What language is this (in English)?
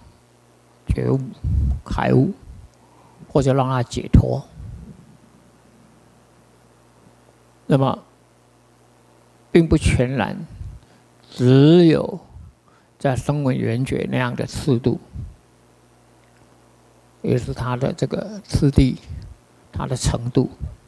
Chinese